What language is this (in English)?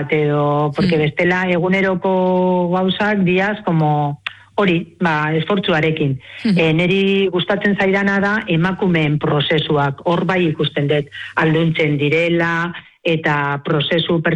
Basque